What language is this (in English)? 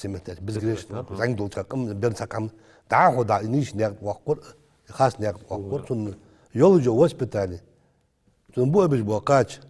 Ingush